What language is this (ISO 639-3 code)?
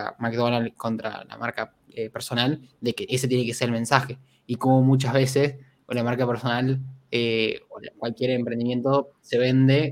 spa